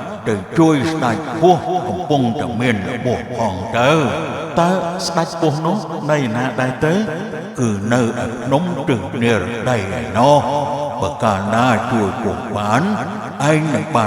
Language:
Khmer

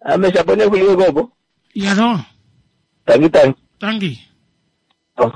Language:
Kuanyama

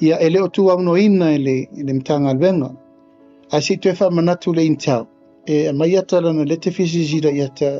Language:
Samoan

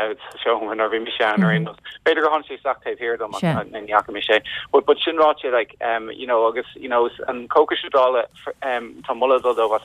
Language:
Irish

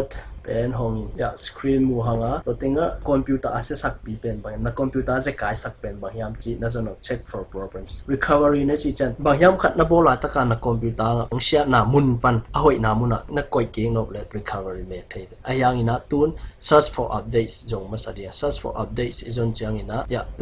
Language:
Tedim Chin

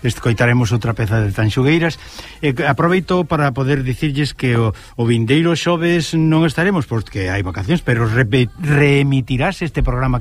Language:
Galician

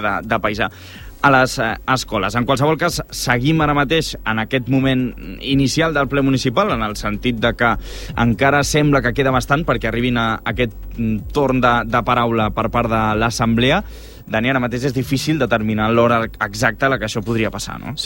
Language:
Catalan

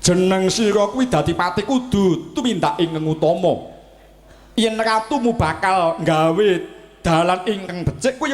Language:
Javanese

